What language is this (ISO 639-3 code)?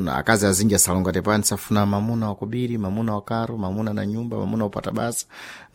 seh